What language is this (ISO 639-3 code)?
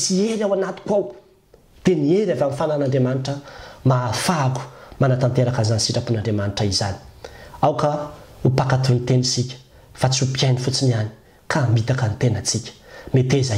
mlg